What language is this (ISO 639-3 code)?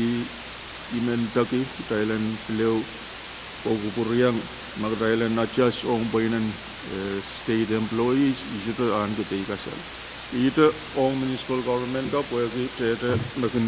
pon